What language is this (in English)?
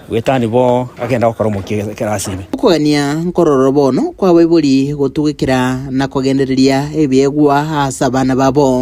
Gusii